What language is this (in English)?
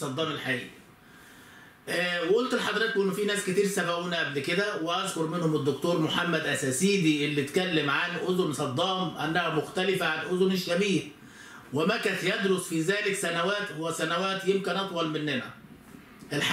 Egyptian Arabic